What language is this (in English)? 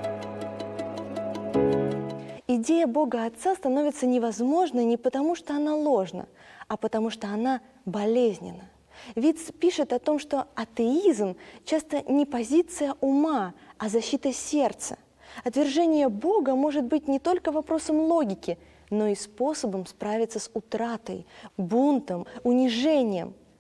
Russian